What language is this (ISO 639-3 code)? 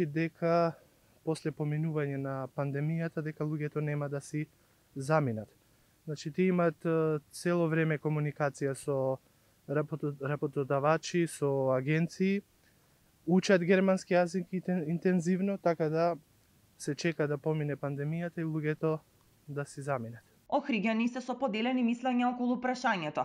mkd